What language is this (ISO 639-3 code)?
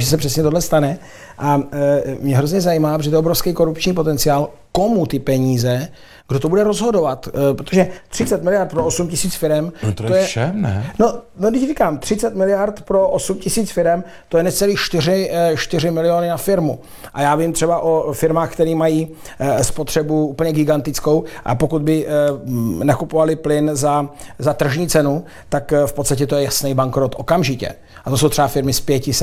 ces